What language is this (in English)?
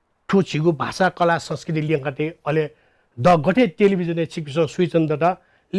Newari